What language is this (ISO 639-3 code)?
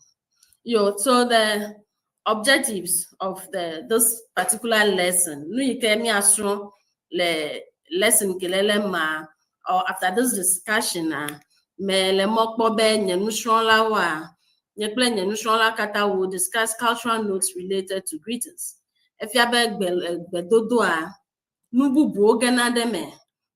ewe